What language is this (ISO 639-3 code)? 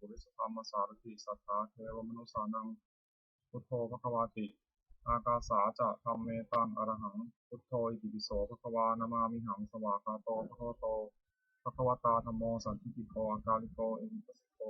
pli